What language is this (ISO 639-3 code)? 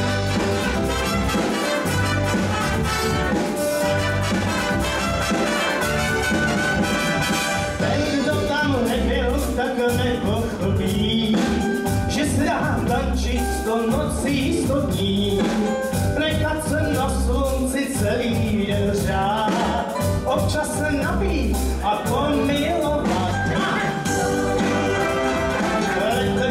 ces